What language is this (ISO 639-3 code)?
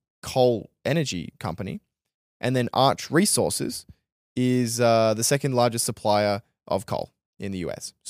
eng